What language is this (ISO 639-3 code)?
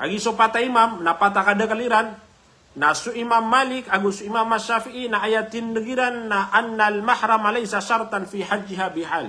mrw